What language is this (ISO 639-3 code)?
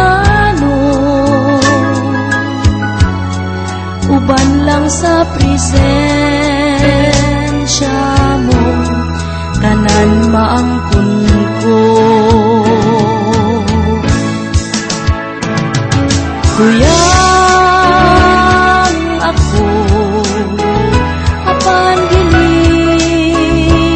ceb